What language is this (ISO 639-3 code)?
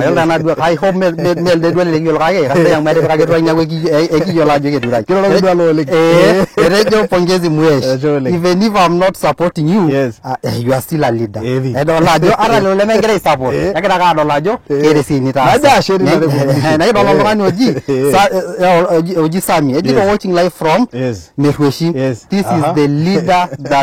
mas